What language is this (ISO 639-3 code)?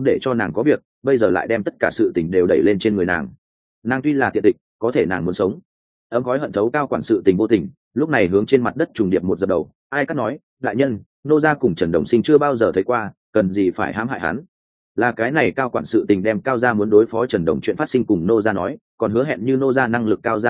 vie